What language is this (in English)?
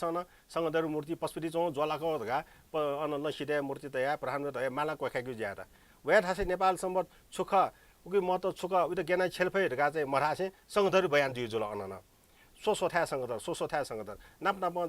Newari